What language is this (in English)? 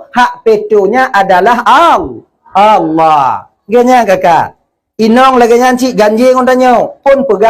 Achinese